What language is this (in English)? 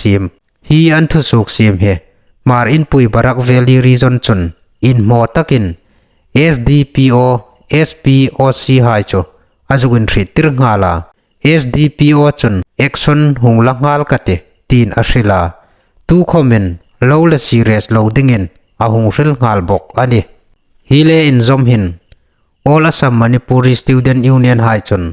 Hmar